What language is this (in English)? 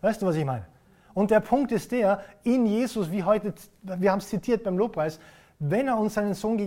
German